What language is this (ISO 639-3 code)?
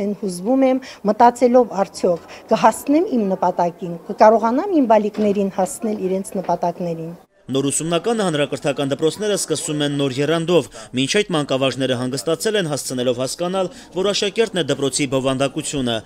hye